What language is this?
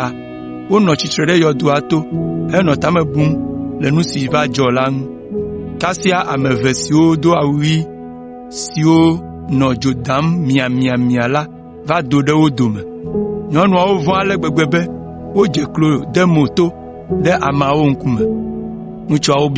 Ewe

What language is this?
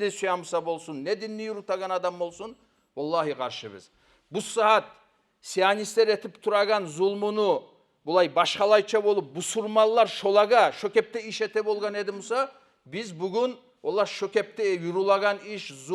Kumyk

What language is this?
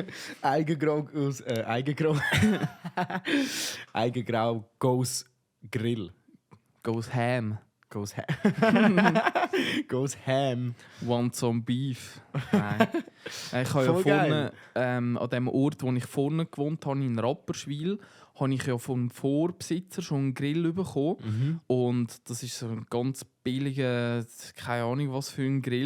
Swiss German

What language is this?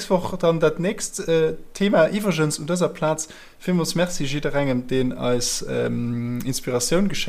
Luxembourgish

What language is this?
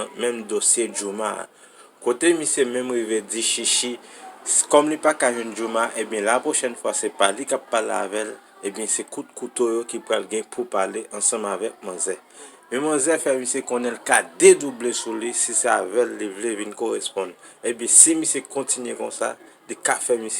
Haitian Creole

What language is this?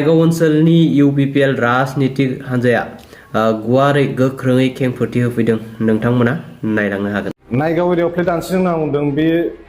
Bodo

